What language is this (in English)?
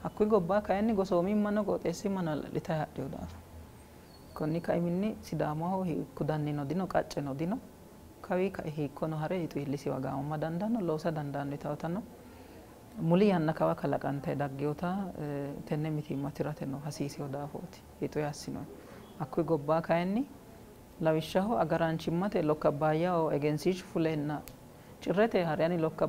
Sidamo